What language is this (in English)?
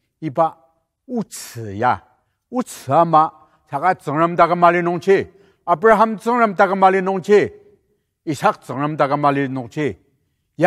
Ao Naga